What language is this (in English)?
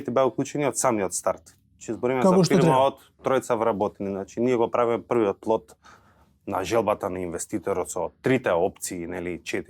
Macedonian